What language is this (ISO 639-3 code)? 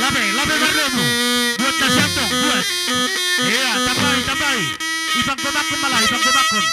bts